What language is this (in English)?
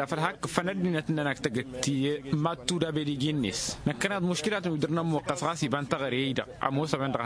Tamasheq